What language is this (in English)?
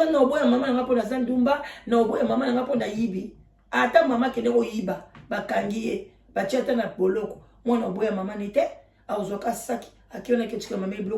Lingala